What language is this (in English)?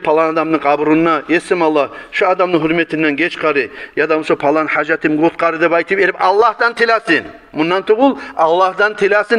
Kumyk